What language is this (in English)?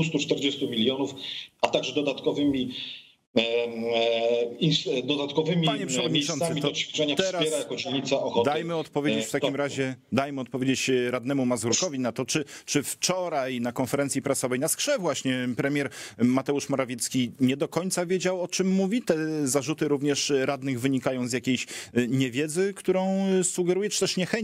Polish